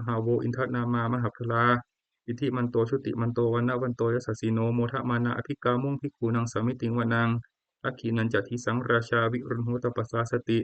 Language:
Pali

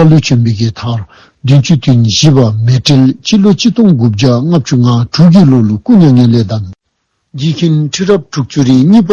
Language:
Dzongkha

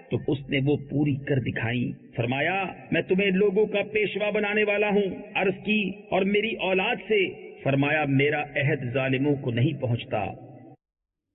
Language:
Urdu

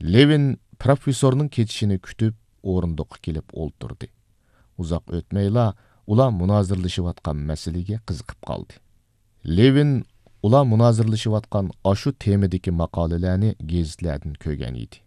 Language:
Uyghur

